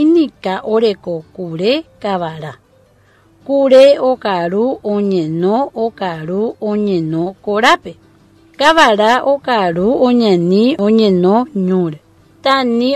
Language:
Guarani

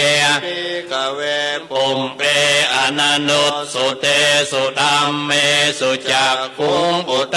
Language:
Pali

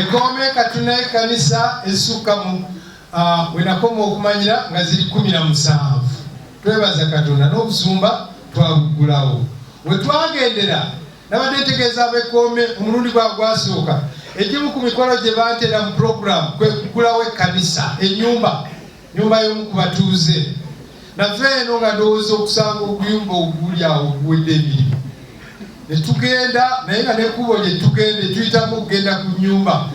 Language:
Ganda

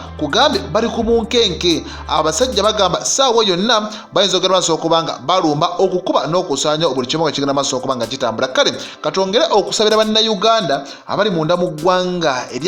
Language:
Ganda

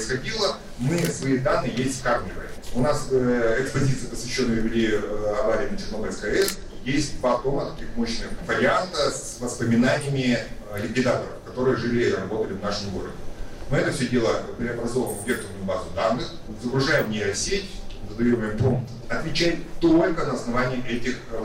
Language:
Russian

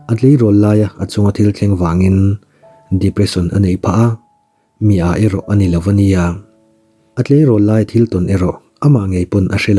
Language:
Mizo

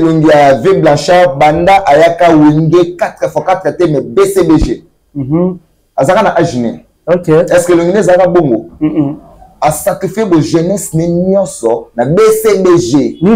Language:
Lingala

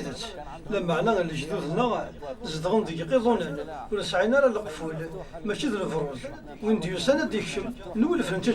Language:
Kabyle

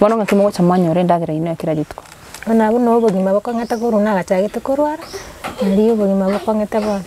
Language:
Gusii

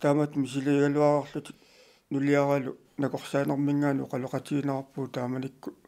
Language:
Kalaallisut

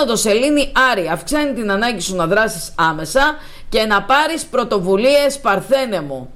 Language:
Greek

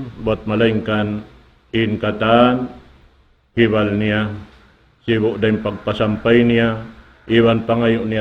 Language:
Tausug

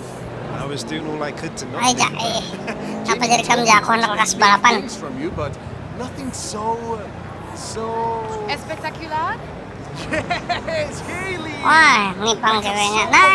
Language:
Banjar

